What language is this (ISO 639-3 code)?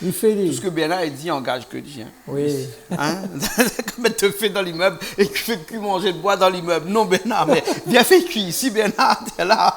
rcf